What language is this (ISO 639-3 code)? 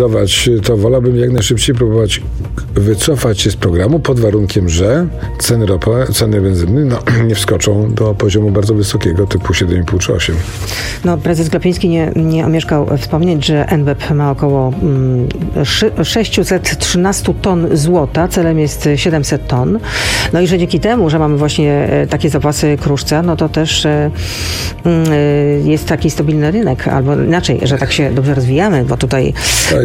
pol